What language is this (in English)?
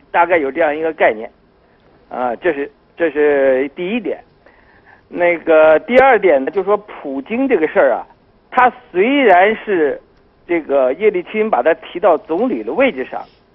Chinese